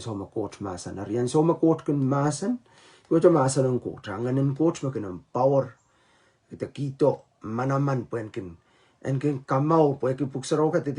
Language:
Pohnpeian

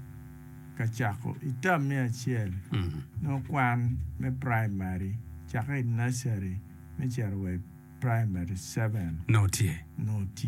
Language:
Acoli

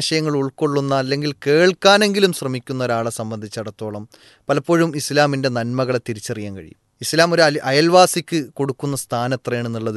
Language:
Malayalam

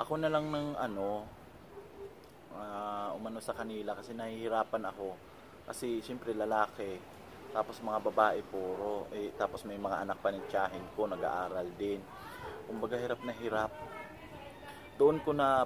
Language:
Filipino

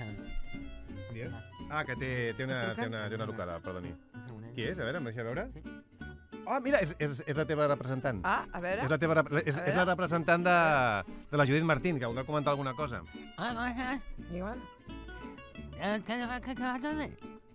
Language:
Catalan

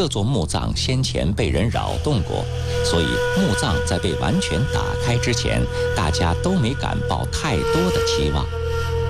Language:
Chinese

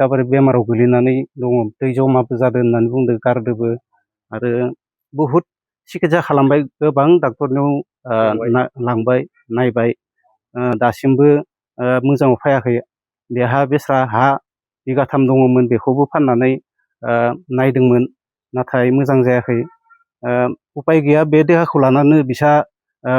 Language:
Bodo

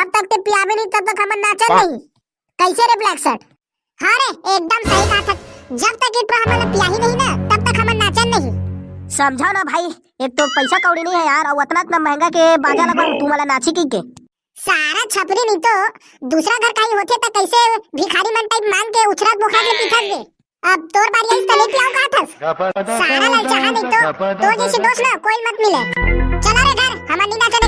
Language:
Chhattisgarhi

